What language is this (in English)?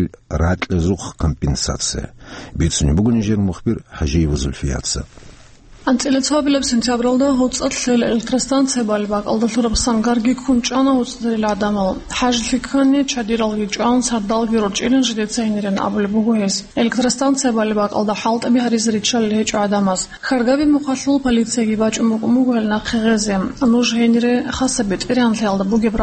Avaric